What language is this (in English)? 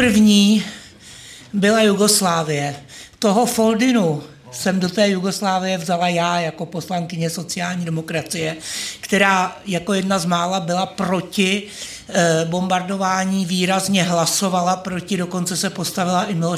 Czech